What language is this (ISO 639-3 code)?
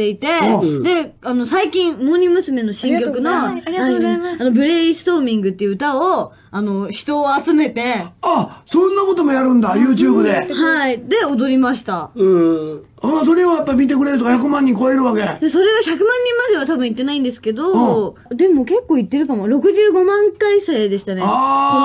jpn